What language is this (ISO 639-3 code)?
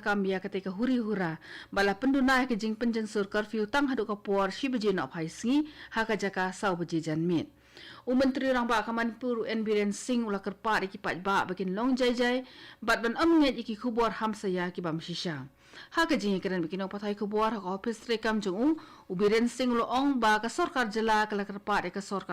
kha